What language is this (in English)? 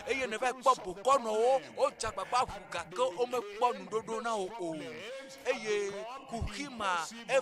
Ewe